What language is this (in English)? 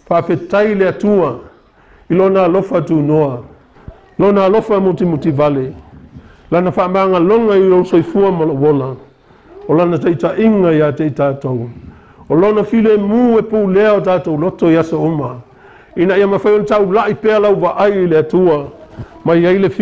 Samoan